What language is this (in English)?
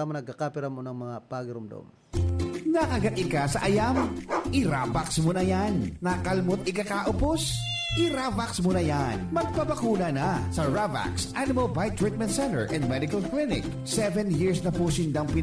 Bikol